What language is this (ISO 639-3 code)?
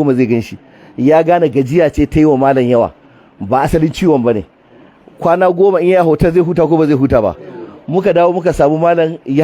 hau